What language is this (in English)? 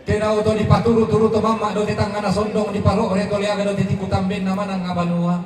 Toraja-Sa'dan